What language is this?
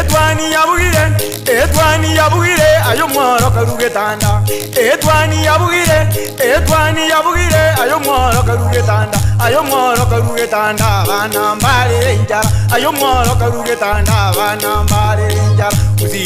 Gusii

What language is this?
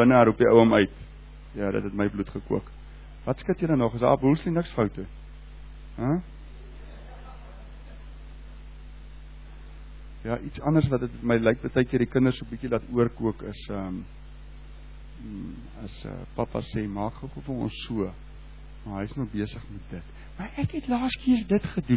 Afrikaans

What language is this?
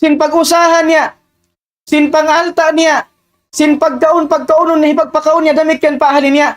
Tausug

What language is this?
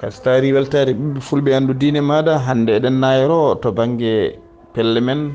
Fula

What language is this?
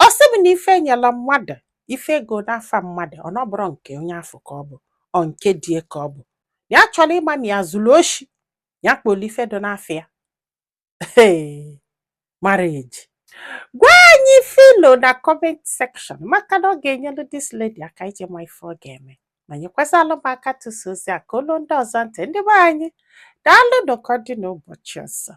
Igbo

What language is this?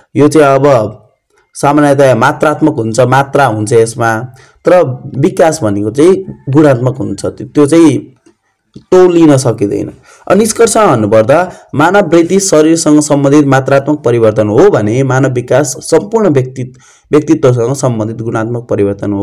Nepali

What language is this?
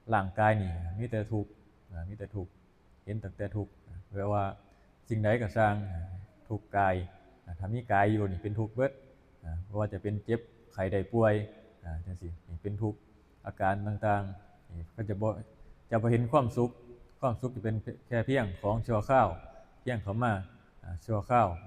Northeastern Thai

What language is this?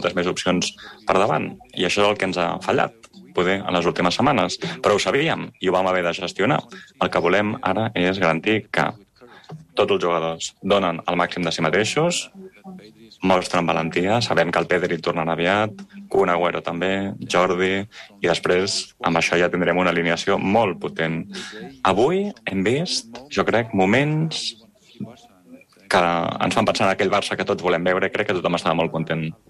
Catalan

